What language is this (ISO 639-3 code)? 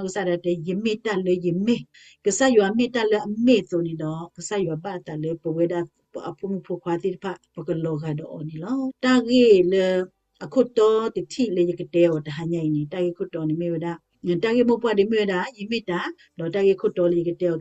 ksw